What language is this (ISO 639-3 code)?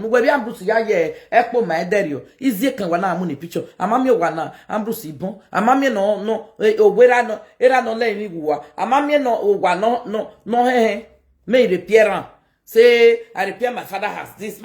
pcm